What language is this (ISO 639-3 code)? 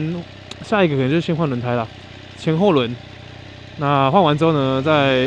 zho